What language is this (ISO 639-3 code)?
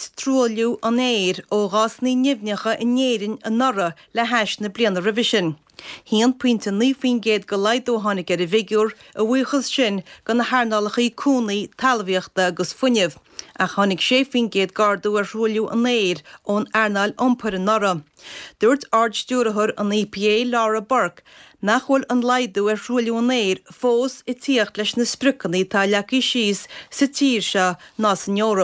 gle